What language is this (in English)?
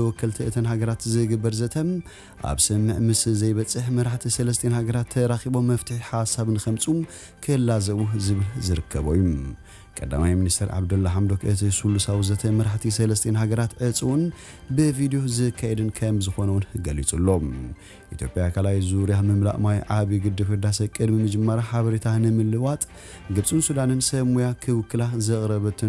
Tigrinya